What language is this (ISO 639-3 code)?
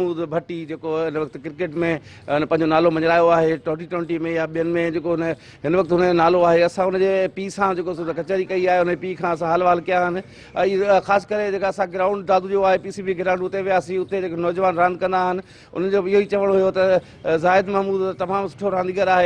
snd